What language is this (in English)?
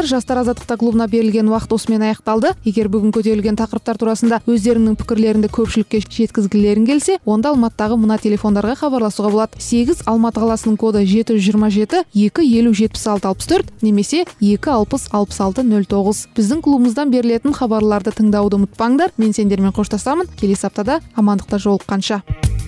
Kazakh